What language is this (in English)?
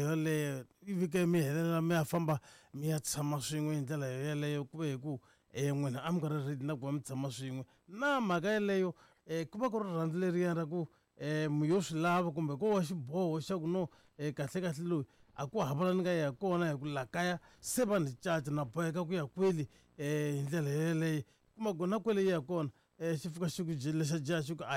Tsonga